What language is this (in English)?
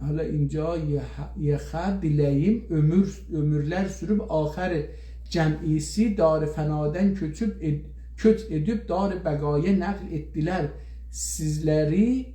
South Azerbaijani